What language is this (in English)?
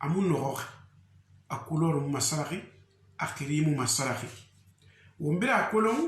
Susu